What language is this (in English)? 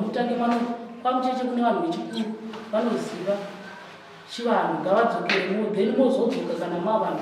Shona